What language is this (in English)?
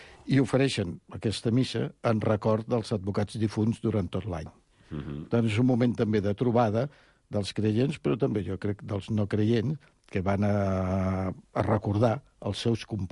Catalan